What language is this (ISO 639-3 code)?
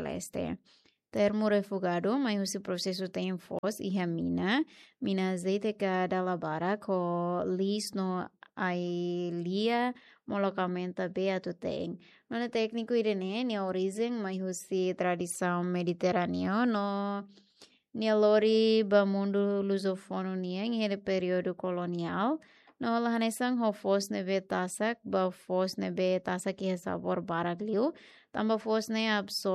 tet